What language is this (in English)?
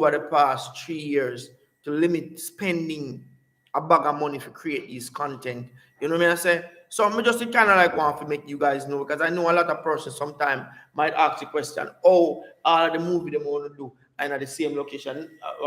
Jamaican Creole English